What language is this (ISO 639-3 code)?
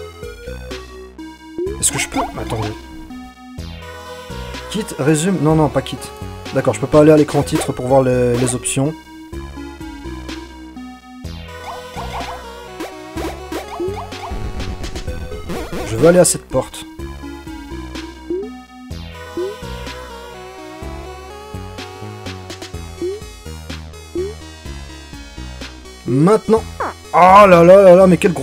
fra